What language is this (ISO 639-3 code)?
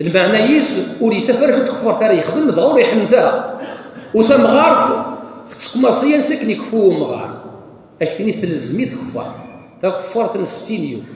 kab